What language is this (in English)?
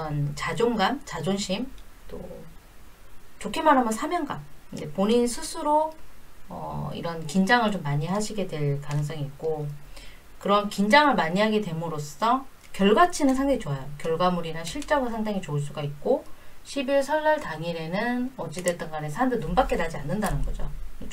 Korean